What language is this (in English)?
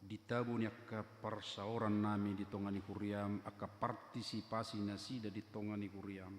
Batak Toba